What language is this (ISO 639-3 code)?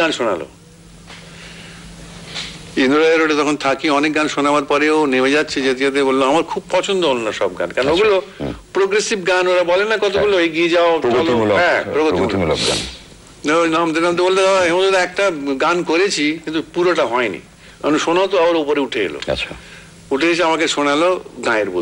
ben